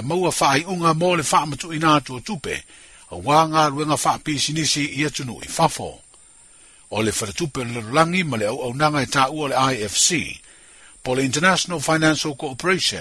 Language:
Samoan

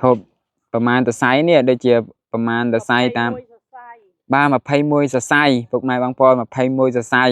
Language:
Khmer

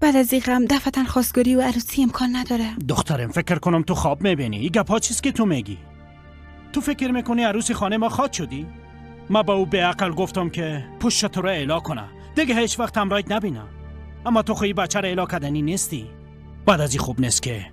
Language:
Persian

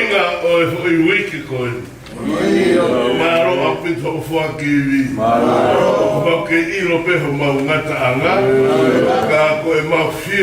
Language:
Tongan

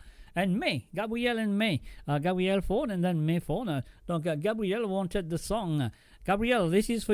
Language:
Morisyen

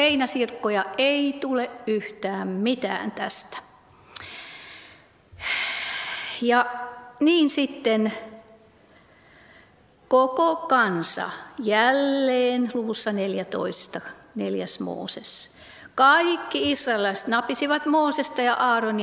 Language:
Finnish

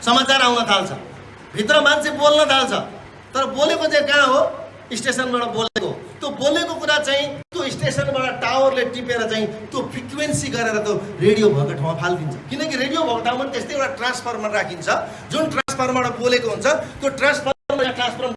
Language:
Nepali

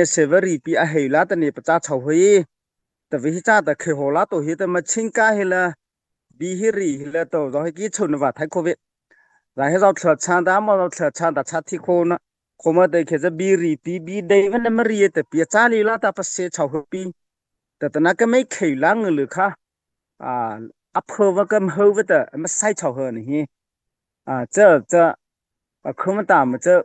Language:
Mara Chin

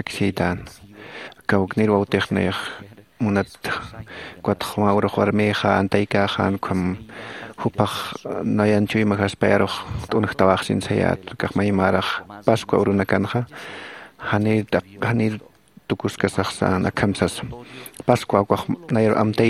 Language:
Aymara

